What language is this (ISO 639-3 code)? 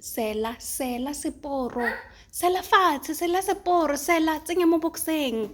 tsn